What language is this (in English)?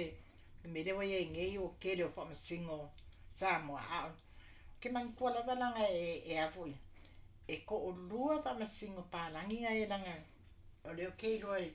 Samoan